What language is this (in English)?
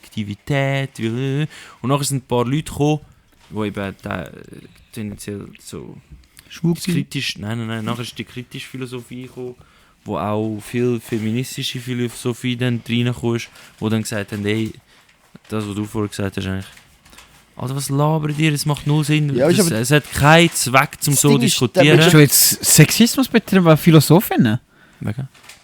Swiss German